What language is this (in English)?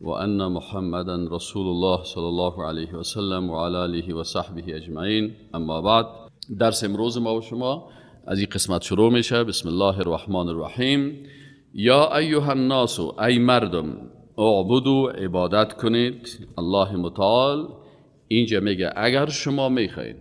Persian